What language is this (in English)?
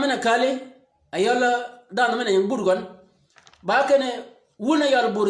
Shilluk